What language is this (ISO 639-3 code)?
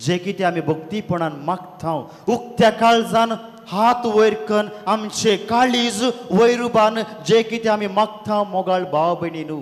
kok